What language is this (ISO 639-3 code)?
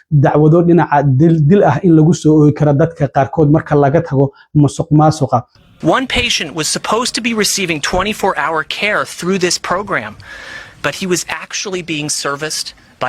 som